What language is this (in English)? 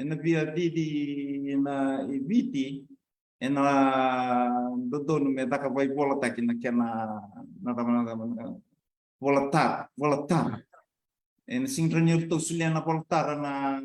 Fijian